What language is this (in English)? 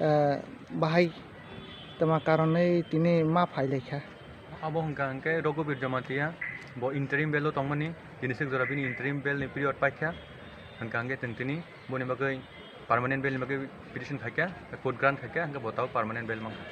Kok Borok